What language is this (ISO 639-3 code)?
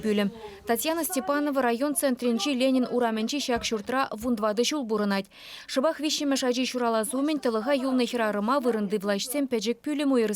chv